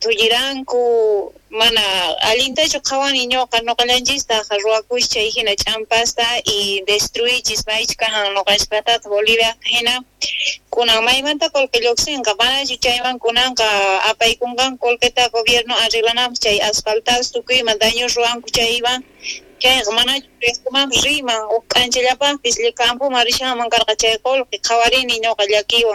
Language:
South Bolivian Quechua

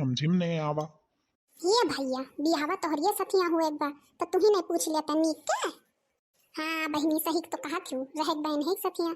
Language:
Awadhi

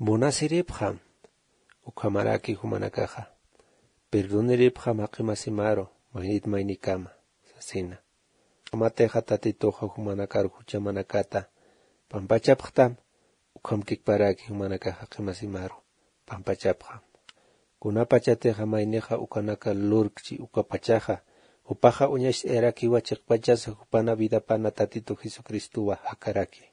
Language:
Aymara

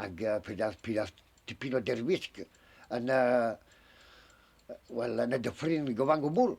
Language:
Welsh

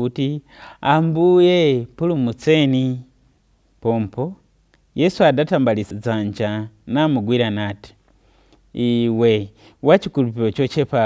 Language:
Nyanja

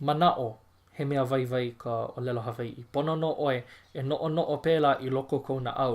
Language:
Hawaiian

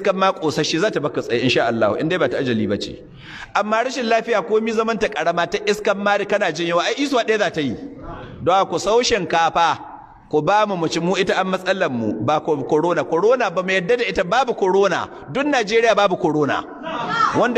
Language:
Hausa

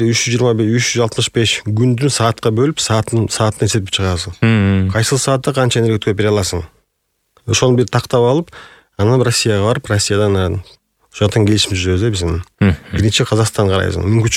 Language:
Kyrgyz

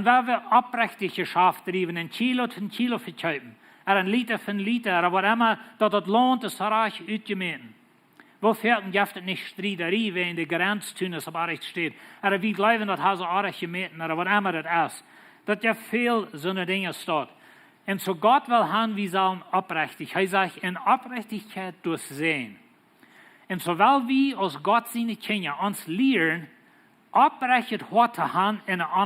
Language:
Plautdietsch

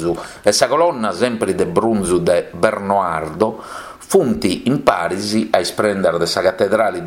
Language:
Sardinian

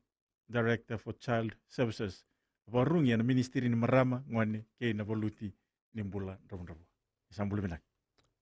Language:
Fijian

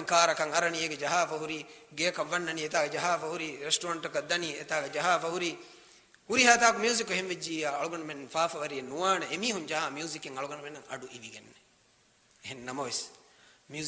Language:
Divehi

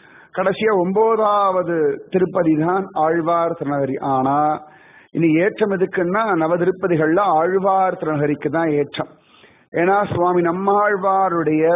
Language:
Tamil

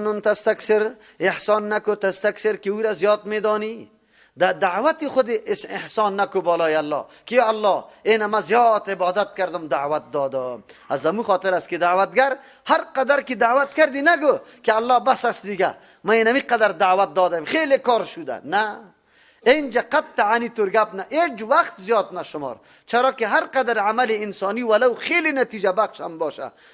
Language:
Persian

